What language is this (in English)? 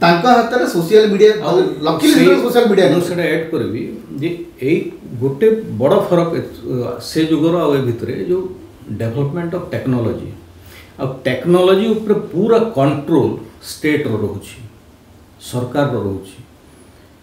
Odia